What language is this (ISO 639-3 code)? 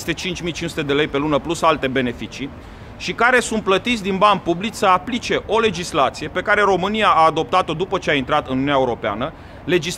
ron